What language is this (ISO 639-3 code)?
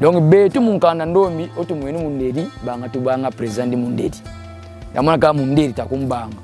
kon